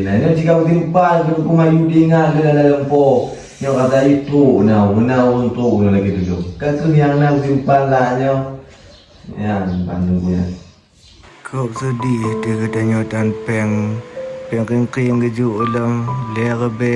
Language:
Achinese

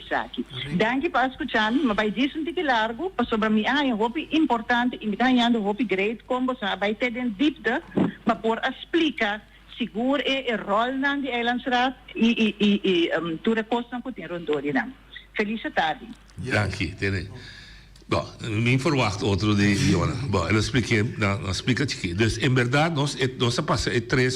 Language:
Papiamento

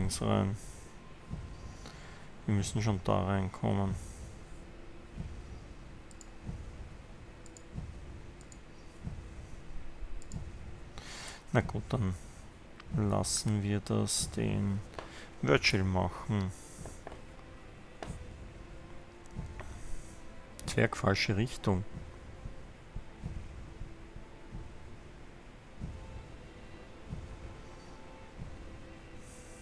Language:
German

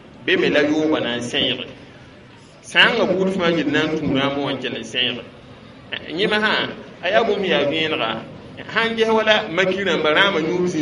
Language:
Mossi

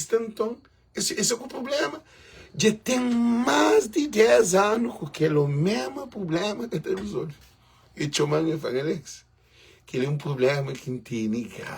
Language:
Kabuverdianu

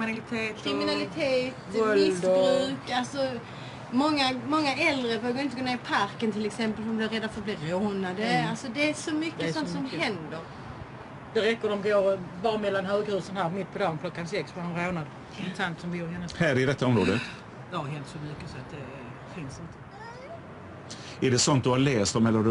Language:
Swedish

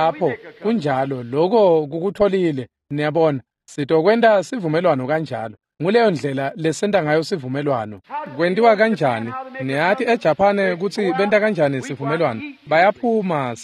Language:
Swati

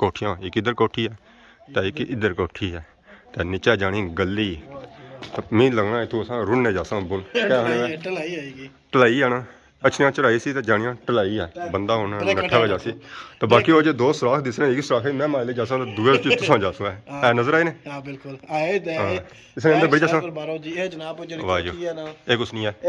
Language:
Pahari-Potwari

